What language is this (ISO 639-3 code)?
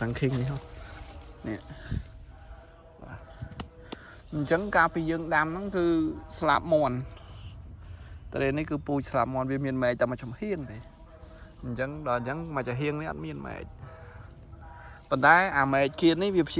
khm